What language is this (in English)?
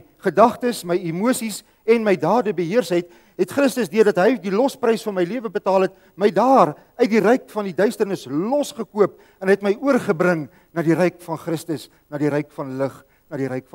Afrikaans